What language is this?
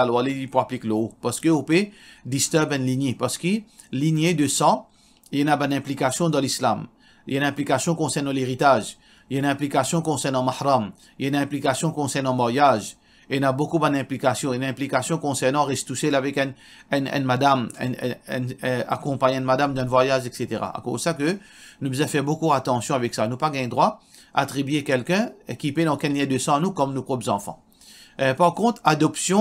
Morisyen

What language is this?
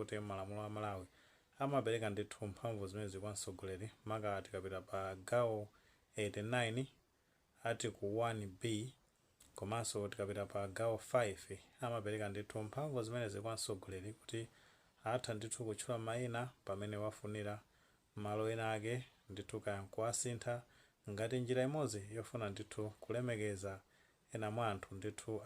Nyanja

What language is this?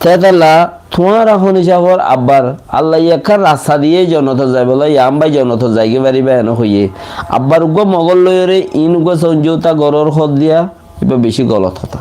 Rohingya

